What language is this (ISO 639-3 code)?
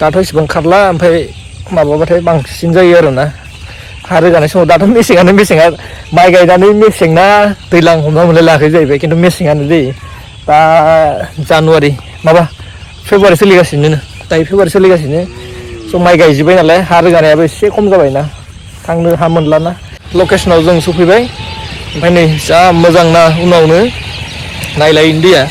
brx